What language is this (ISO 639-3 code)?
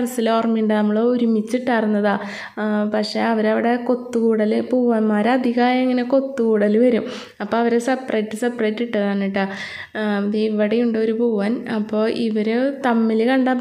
mal